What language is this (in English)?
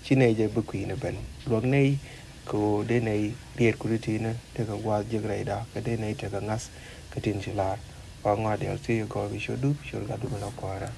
Nuer